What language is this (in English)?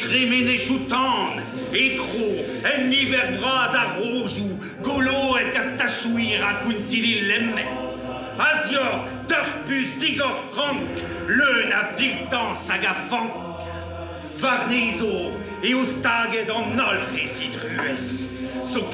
Breton